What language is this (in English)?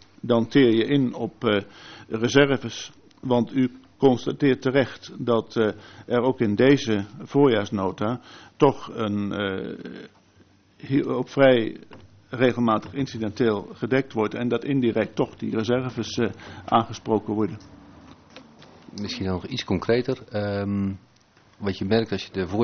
Dutch